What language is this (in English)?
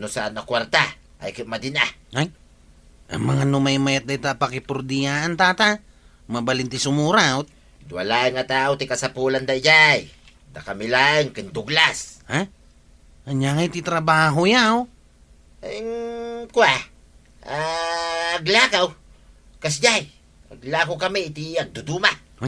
Iloko